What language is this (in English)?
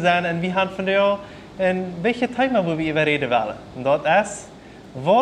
Plautdietsch